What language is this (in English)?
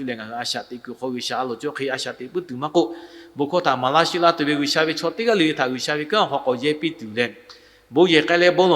Lahu